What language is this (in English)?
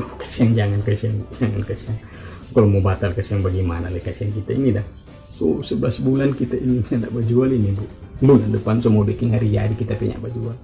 Manado Malay